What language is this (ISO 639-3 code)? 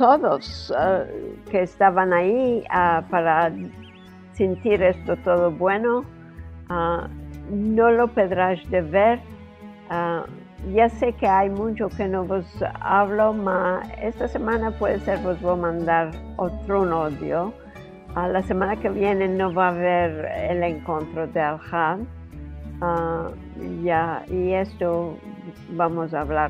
lad